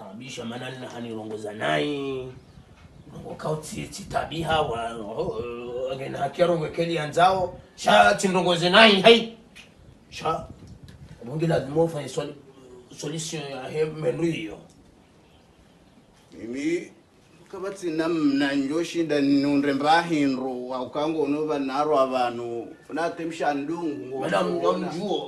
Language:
Swahili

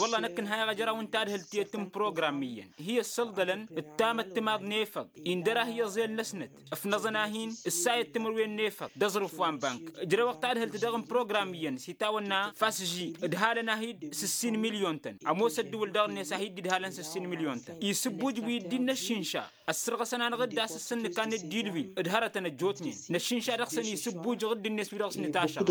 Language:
Tamasheq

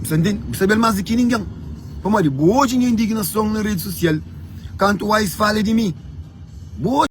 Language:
Kabuverdianu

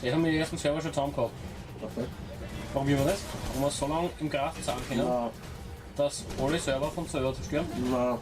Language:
Bavarian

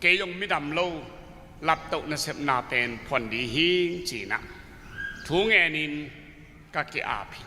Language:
Tedim Chin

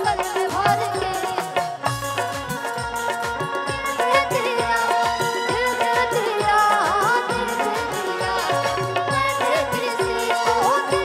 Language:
Bhojpuri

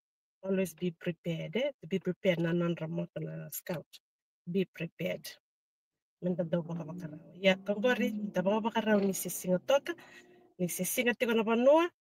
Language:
Fijian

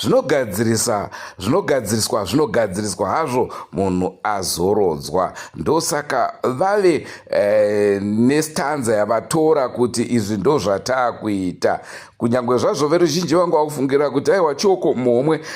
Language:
Shona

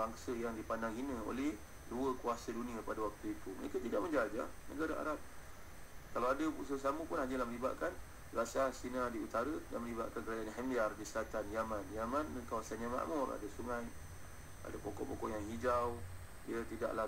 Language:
Malay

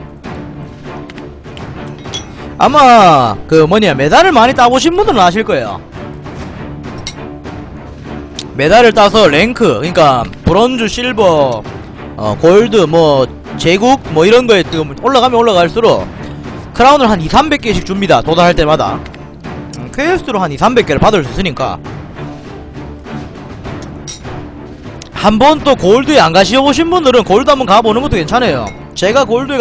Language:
Korean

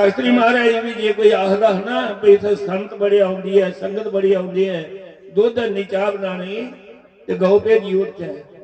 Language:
Dogri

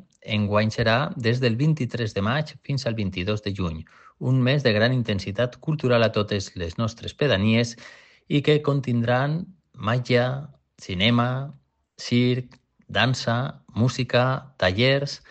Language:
Catalan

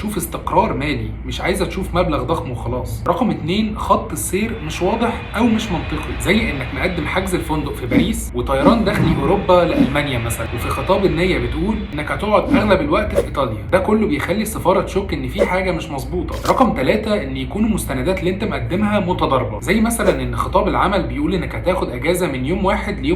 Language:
Egyptian Arabic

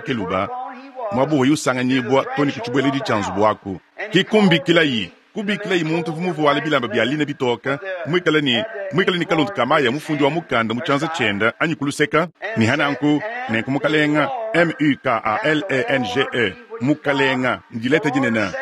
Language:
Luba-Lulua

